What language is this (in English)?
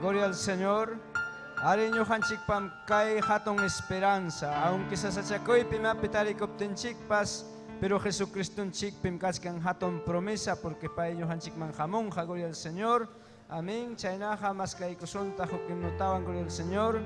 Ayacucho Quechua